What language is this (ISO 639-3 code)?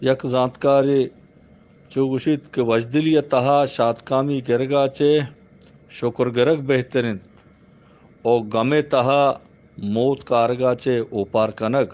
bgp